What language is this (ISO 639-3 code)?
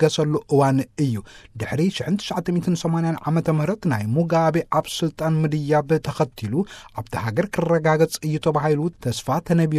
tir